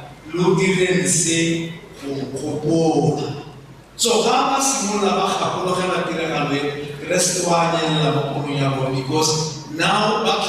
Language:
Tswana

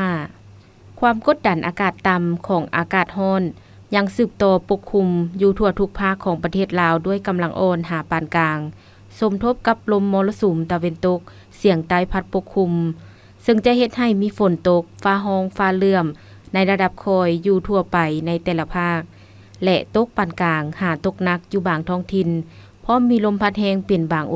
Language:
Lao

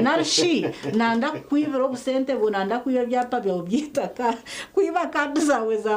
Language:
Nyankole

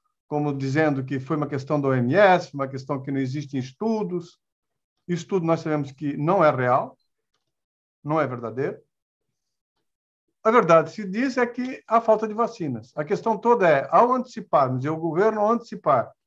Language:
Portuguese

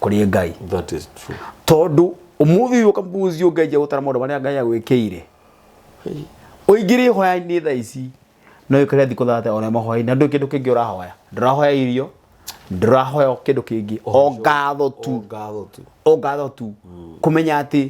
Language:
Kikuyu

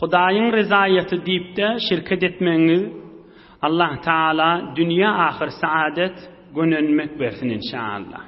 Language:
Turkmen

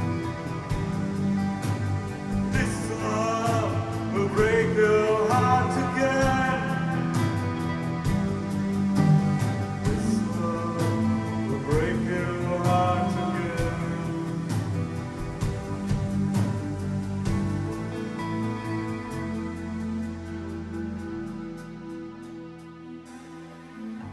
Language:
Czech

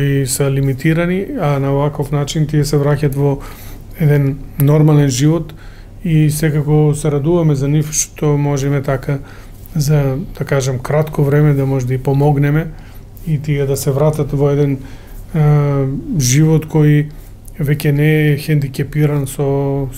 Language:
Macedonian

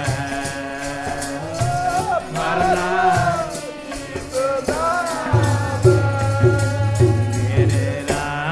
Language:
Hindi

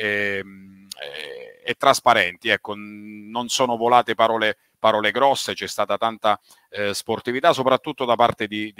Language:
Italian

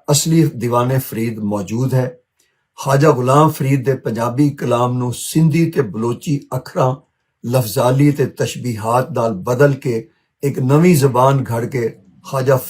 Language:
Western Panjabi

